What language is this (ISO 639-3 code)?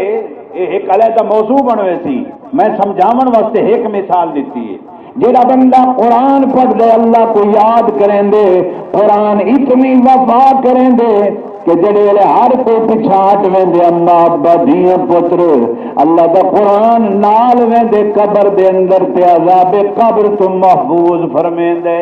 skr